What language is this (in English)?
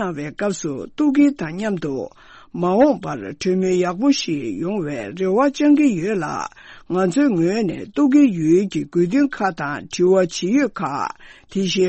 Tibetan